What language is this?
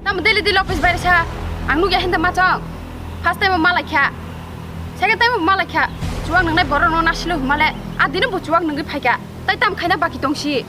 Kok Borok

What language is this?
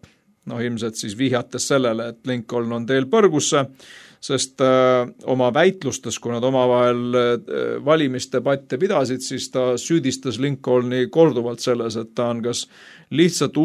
Estonian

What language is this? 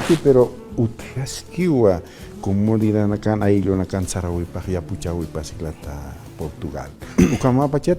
Aymara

